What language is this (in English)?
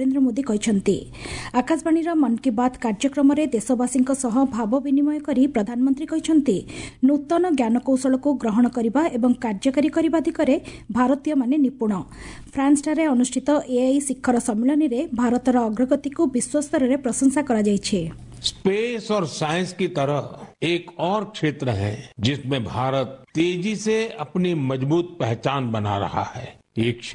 Odia